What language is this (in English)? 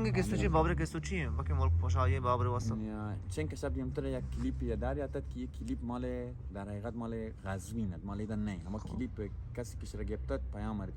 Baluchi